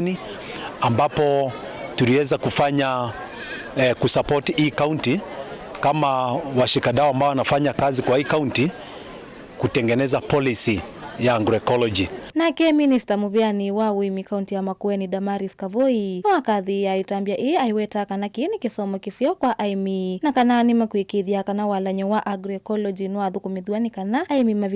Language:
Kamba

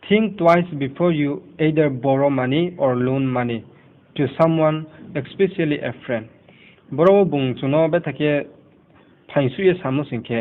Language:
Riang (India)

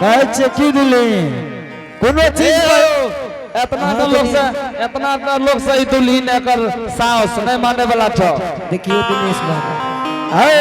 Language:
Angika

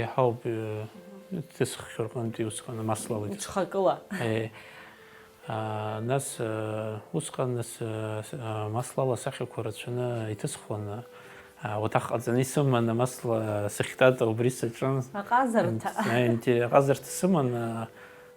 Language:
Abkhazian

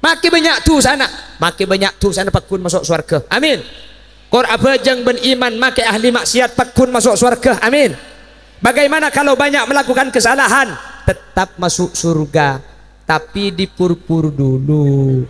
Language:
Madurese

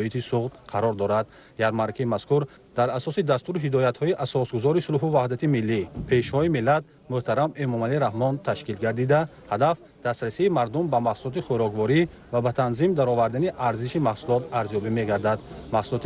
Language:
Tajik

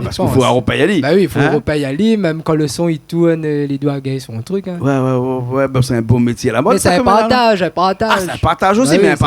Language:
Réunion Creole French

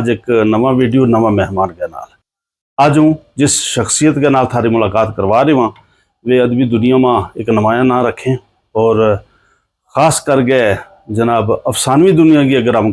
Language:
Gujari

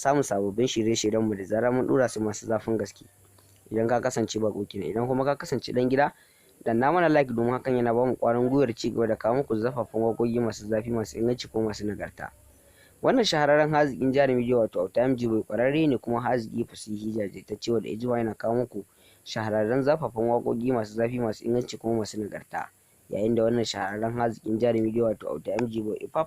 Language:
Hausa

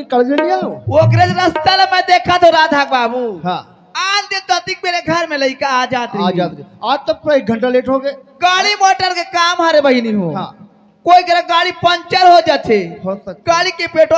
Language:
Chhattisgarhi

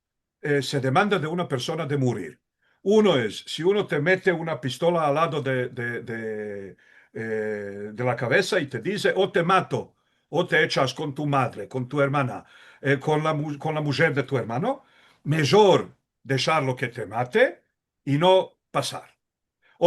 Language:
Ladino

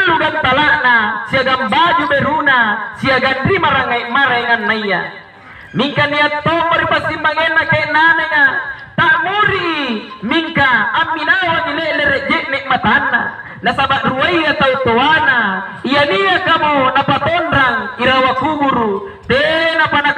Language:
Makasar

